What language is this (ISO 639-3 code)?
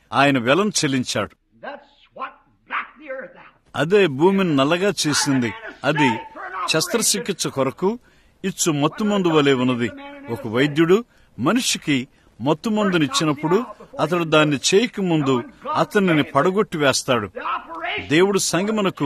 tel